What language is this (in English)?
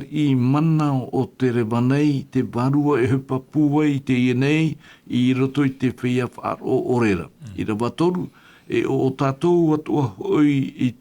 Tahitian